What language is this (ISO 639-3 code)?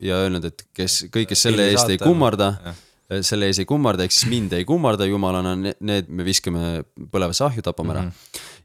est